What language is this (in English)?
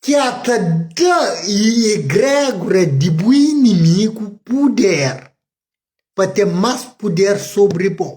Kabuverdianu